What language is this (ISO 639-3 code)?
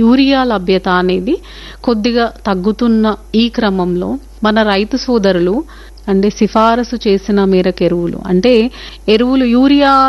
tel